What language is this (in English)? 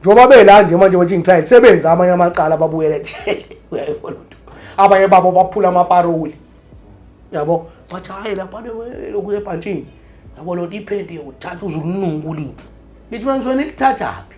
Zulu